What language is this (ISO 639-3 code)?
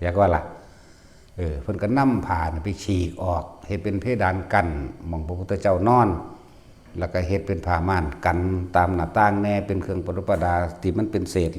tts